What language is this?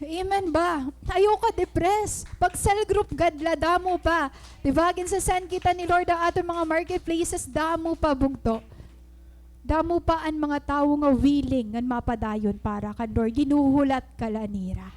Waray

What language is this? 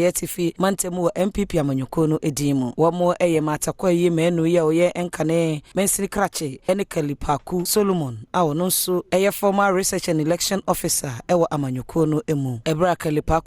Akan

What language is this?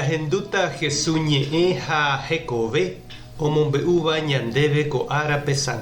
Guarani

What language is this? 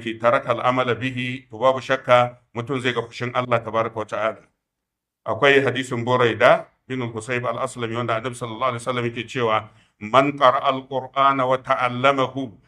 Hausa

